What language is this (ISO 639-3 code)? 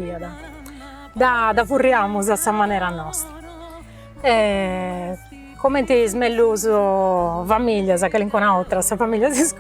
srd